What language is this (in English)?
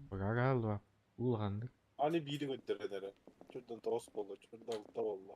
Yakut